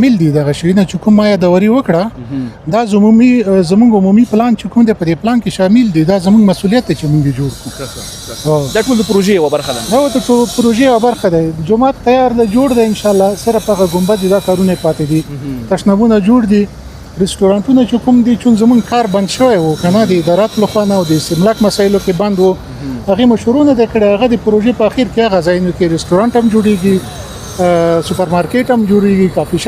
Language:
Pashto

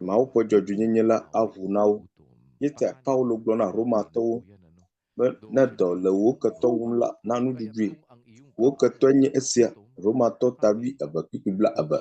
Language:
Ewe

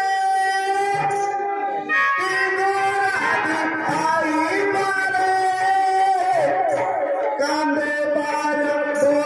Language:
Bhojpuri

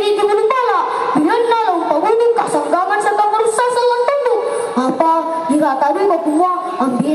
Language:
Toraja-Sa'dan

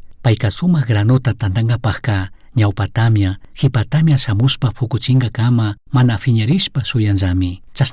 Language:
Chimborazo Highland Quichua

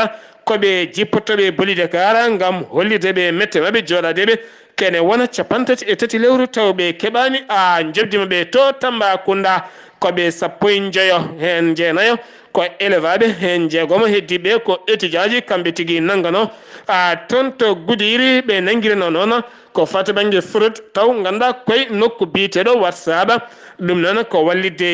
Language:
Fula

